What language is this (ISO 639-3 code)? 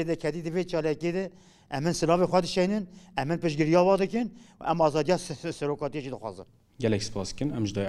kur